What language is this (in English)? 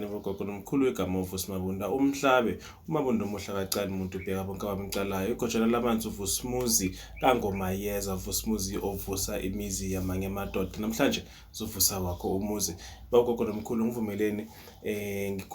Zulu